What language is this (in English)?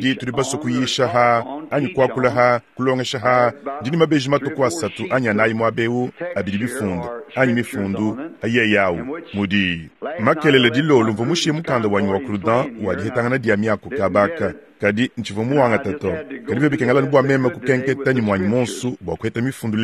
Luba-Lulua